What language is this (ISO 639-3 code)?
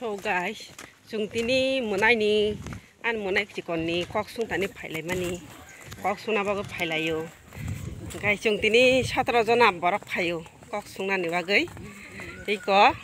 trp